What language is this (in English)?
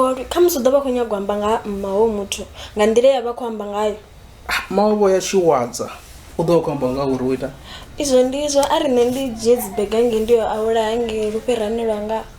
Venda